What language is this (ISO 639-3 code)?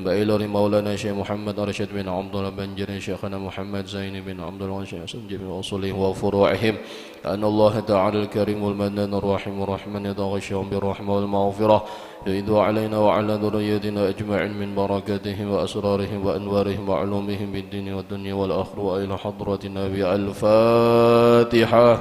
bjn